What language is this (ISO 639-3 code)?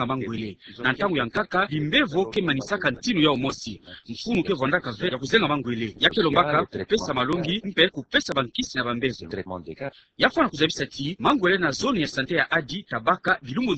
ktu